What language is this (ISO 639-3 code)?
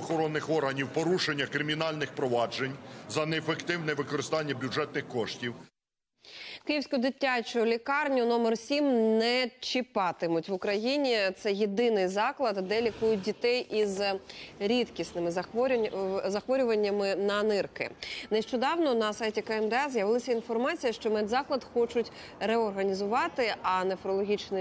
ukr